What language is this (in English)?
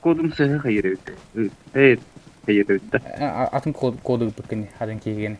Yakut